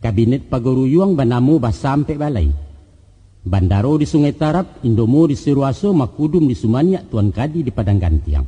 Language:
Minangkabau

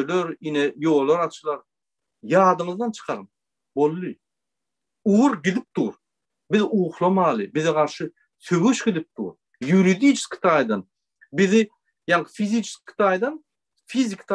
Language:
Turkmen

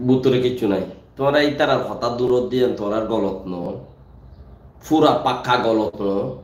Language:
Rohingya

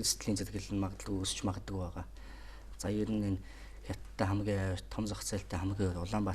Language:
Mongolian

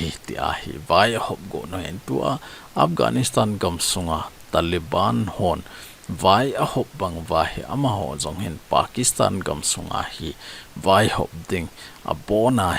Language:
Thado Chin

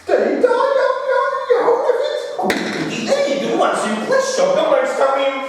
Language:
Welsh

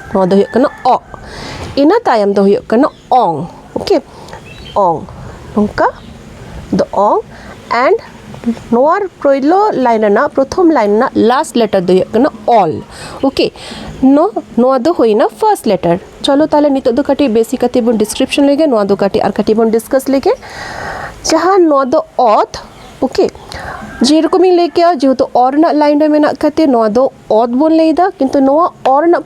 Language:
Santali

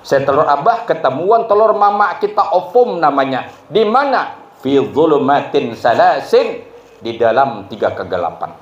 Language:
Banjar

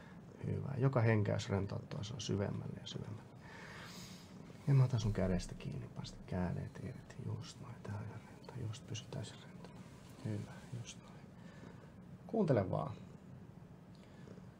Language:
Finnish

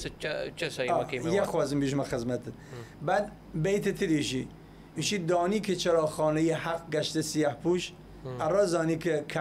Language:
Southern Kurdish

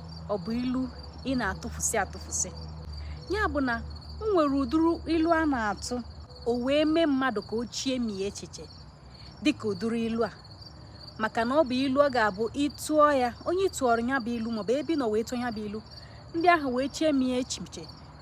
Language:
Igbo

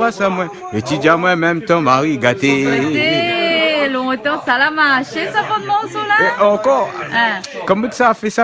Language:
Réunion Creole French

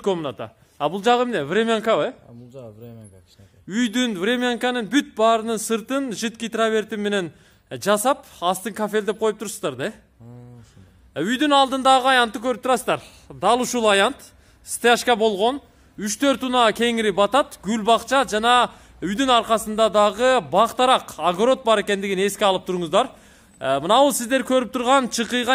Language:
Kyrgyz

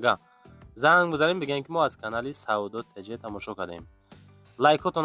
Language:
Tajik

